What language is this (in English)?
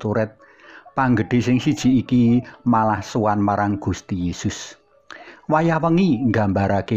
Javanese